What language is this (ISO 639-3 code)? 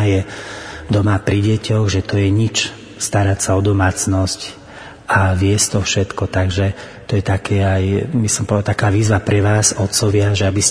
slk